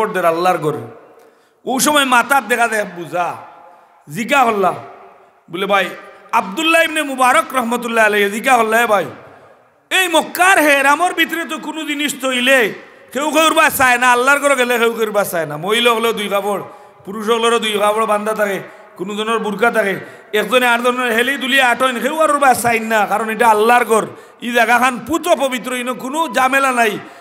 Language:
Sylheti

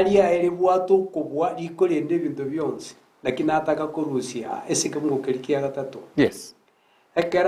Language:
Gusii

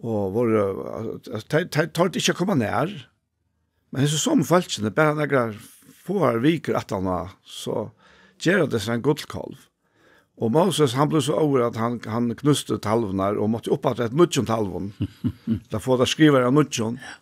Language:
Faroese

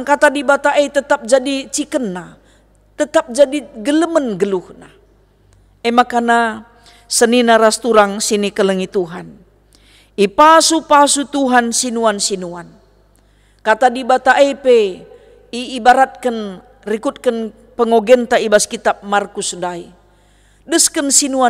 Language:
Batak Karo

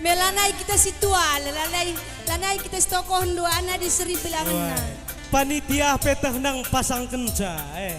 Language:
Batak Karo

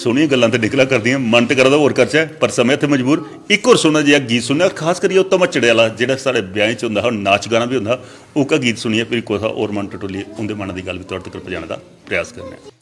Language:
Dogri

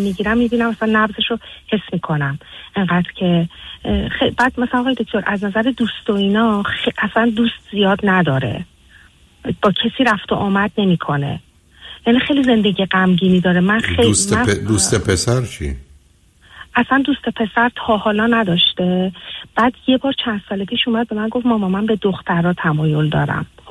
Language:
Persian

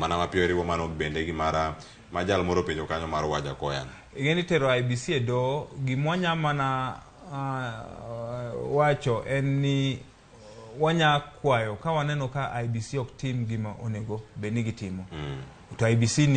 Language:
Luo (Kenya and Tanzania)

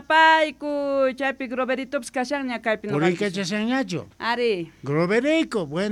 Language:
South Bolivian Quechua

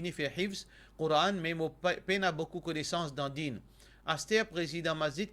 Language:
Morisyen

